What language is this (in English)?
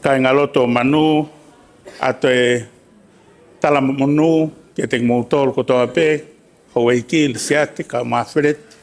Tongan